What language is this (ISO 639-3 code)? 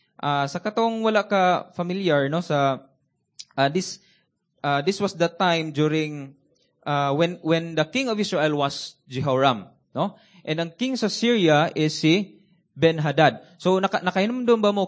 ceb